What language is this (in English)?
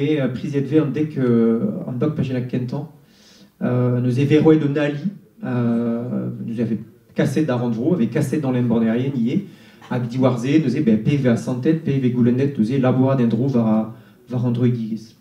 Breton